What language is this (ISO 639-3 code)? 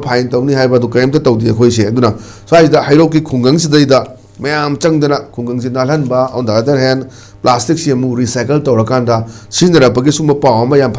mni